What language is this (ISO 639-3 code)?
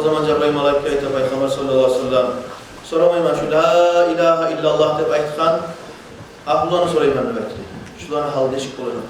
kum